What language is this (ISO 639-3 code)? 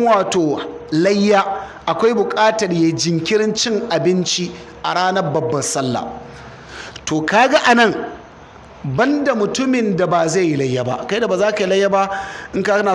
hau